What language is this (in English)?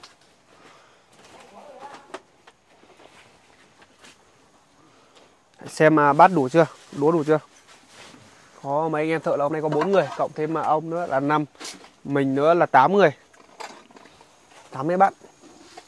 Vietnamese